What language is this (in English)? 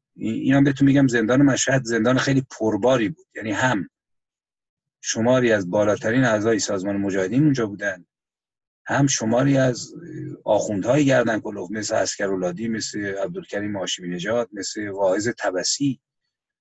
Persian